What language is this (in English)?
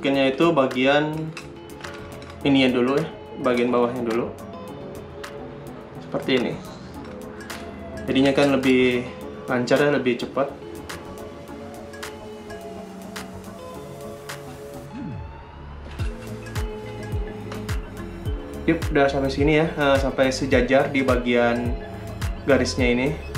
Indonesian